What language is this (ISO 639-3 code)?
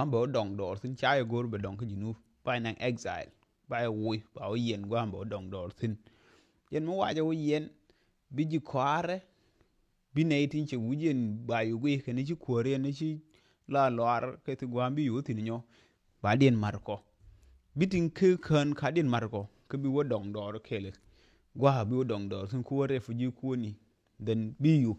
nus